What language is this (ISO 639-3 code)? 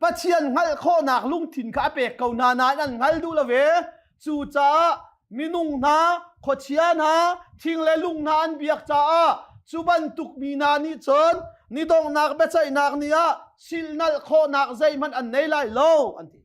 cnh